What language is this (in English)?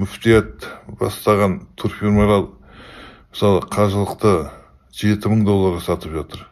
Kazakh